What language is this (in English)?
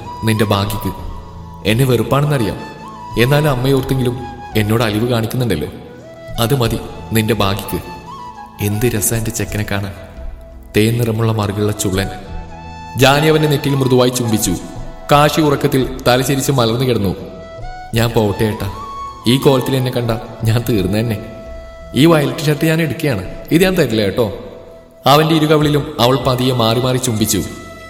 Malayalam